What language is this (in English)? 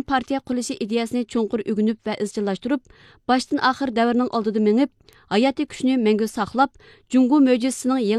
Uyghur